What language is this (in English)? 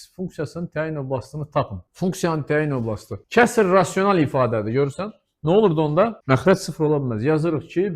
Azerbaijani